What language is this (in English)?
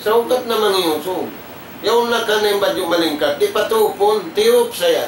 Tausug